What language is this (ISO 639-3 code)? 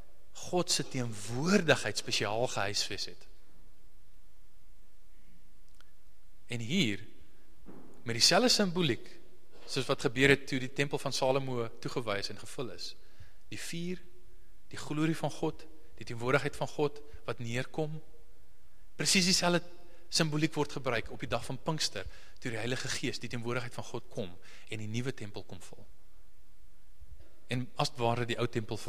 afr